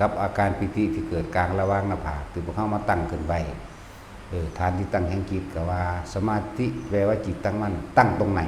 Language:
Northeastern Thai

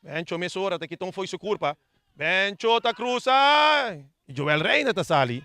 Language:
Papiamento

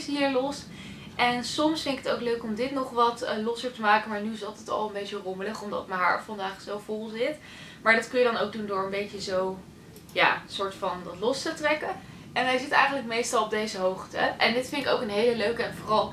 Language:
Dutch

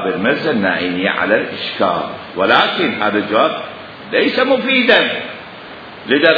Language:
Mesopotamian Arabic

